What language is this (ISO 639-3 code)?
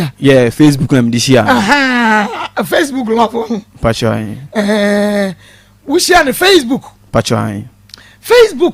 aka